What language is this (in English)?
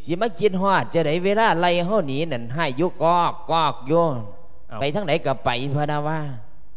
Lao